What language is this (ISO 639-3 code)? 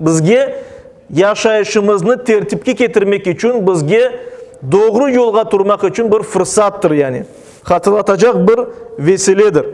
crh